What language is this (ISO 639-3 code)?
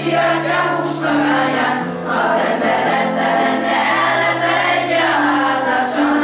hun